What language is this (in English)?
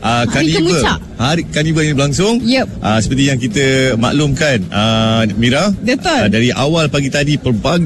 Malay